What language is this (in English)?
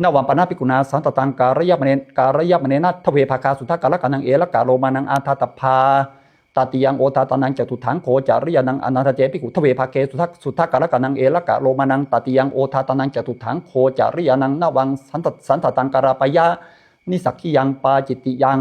Pali